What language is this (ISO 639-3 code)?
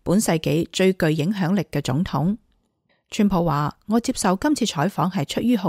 yue